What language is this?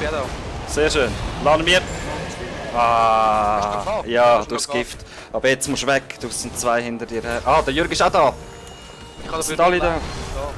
Swiss German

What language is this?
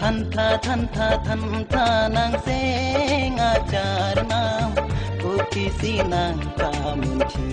Karbi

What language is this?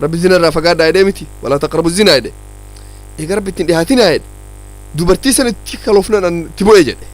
Oromo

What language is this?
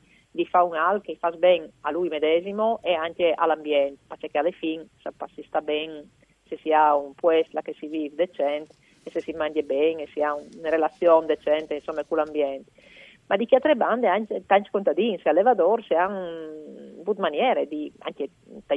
Friulian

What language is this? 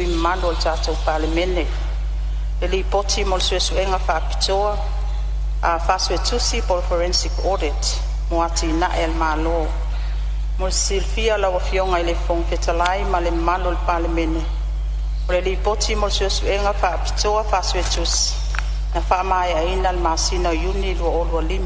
Samoan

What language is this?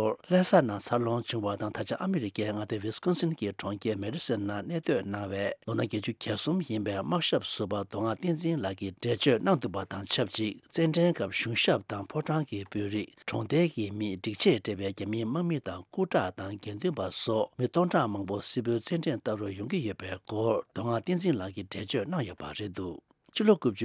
Tibetan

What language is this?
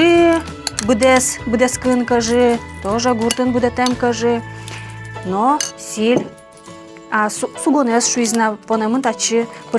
Udmurt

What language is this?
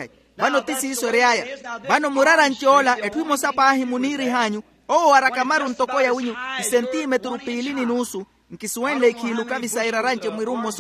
Makhuwa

